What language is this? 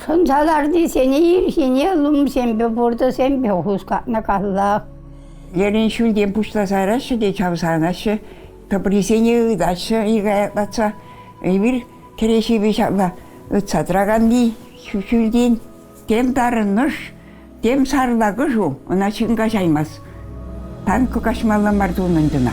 Chuvash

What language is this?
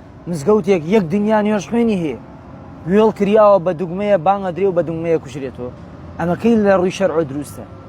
Central Kurdish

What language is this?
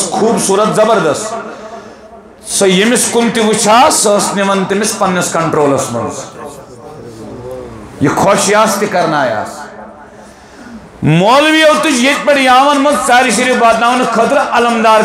Kashmiri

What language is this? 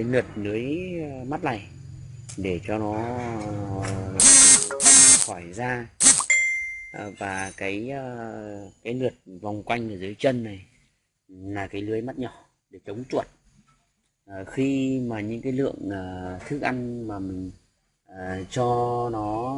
Vietnamese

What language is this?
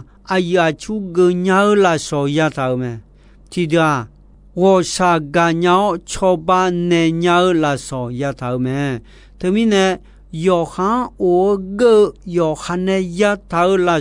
Akha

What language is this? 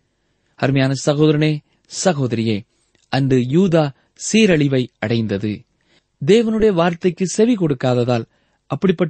Tamil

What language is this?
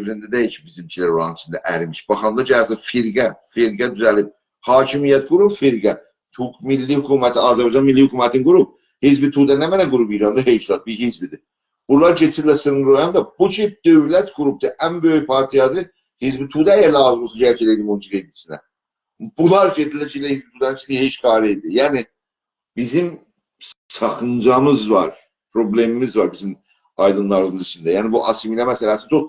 South Azerbaijani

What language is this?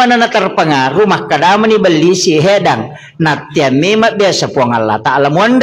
Buginese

